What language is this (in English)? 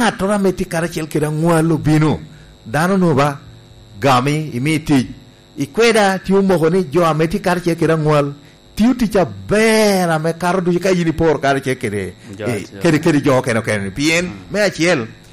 Lango (Uganda)